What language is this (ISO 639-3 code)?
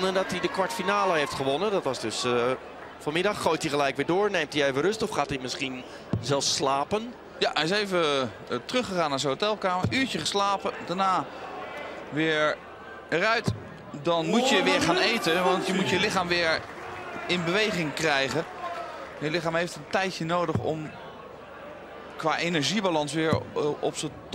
nld